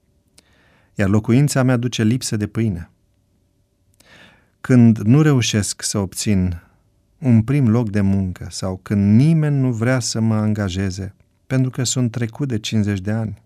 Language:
Romanian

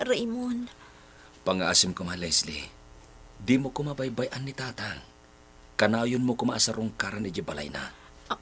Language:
Iloko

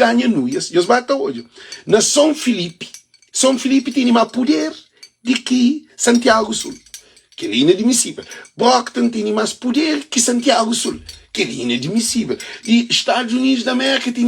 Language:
Kabuverdianu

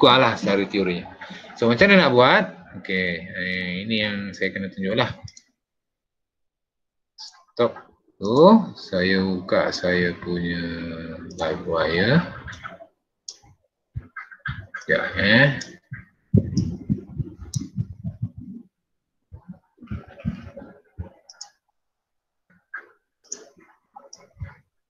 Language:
Malay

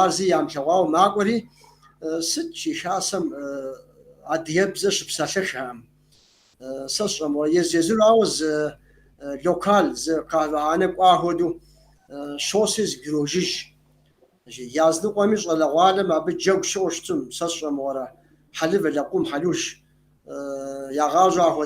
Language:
Kabardian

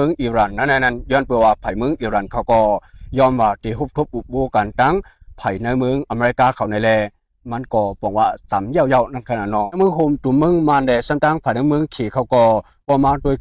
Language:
Shan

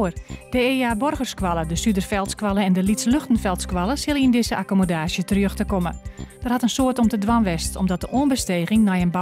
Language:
Western Frisian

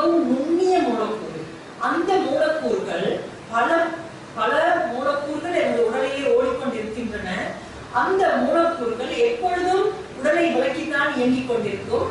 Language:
Tamil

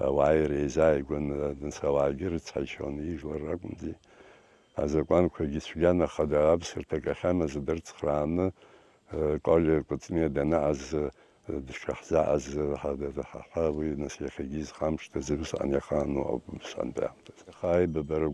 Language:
Abkhazian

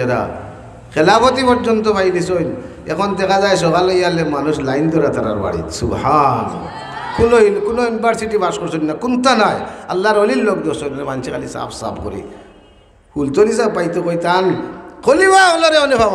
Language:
Sylheti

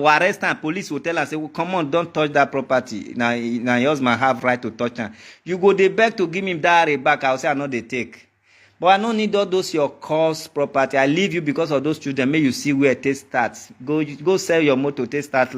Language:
Nigerian Pidgin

